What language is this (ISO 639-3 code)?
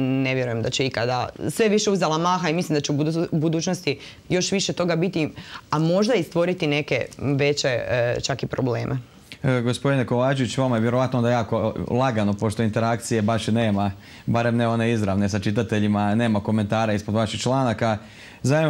hrv